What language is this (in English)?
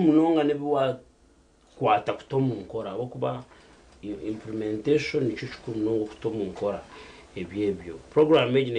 Nyankole